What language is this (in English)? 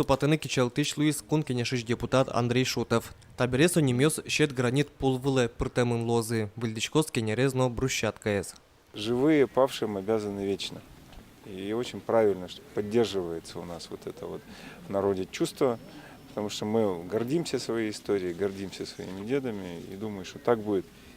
Udmurt